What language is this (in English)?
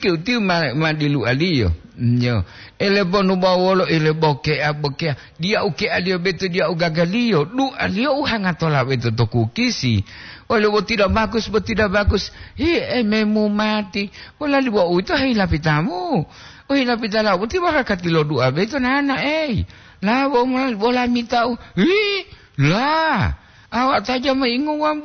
Gorontalo